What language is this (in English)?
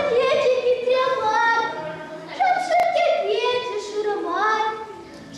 Chuvash